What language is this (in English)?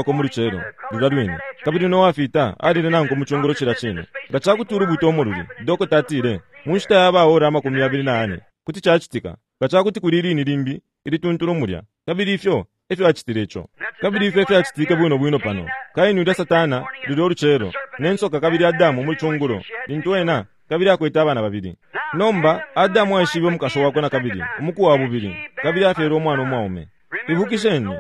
Bemba